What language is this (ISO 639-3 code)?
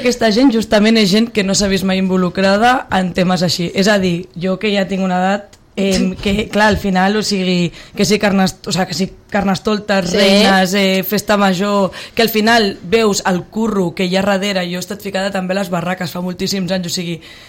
cat